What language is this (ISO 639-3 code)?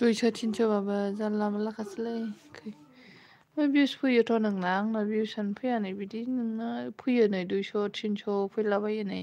brx